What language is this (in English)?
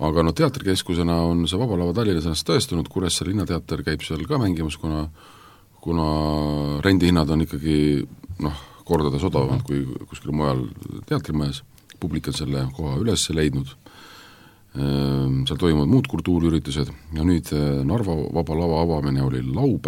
Estonian